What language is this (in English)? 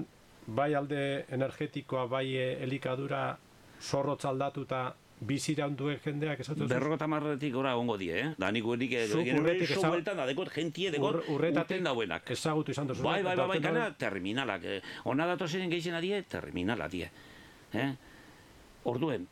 Basque